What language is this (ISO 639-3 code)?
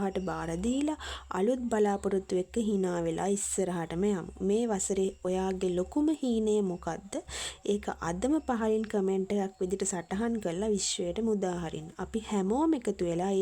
sin